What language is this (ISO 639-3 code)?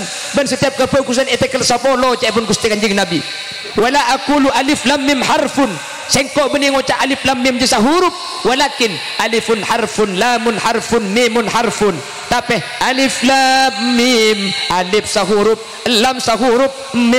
mad